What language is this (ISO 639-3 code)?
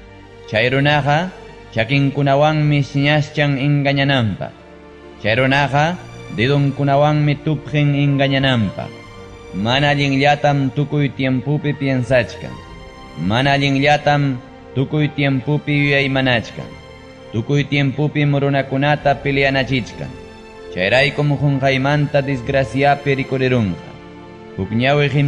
quy